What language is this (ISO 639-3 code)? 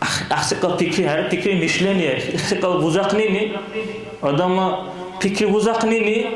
dar